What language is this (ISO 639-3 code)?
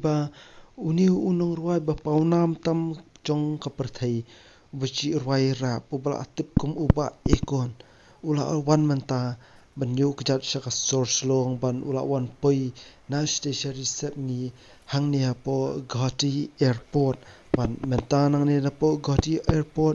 kha